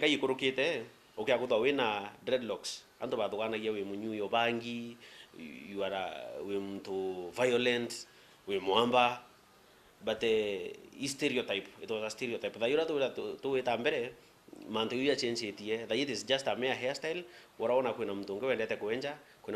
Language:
Meru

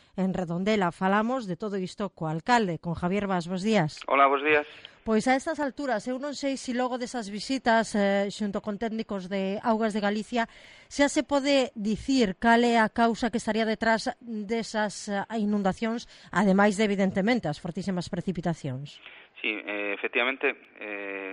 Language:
Galician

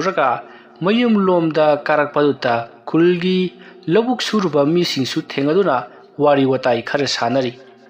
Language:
Manipuri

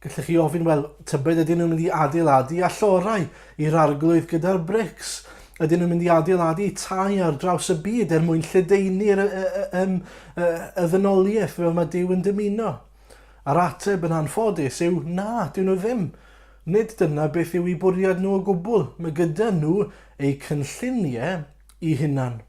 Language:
Welsh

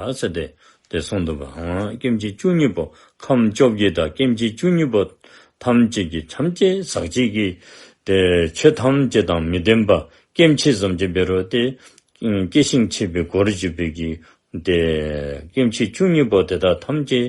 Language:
Dzongkha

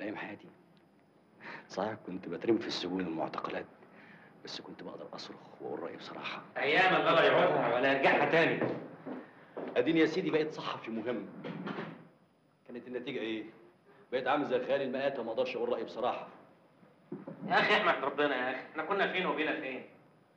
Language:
Egyptian Arabic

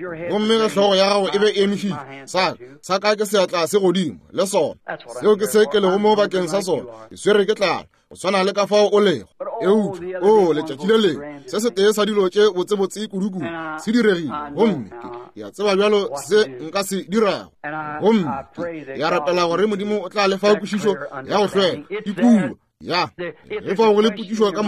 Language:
Northern Sotho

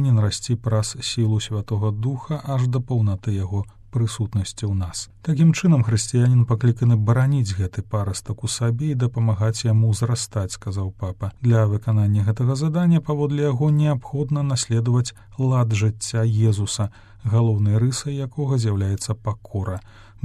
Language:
Belarusian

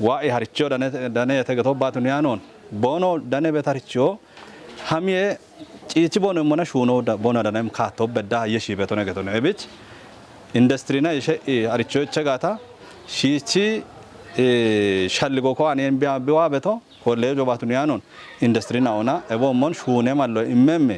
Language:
Kafa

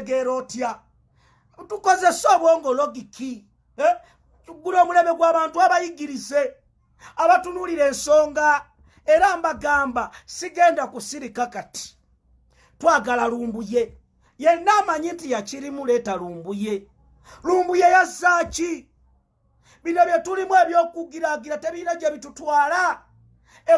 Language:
Ganda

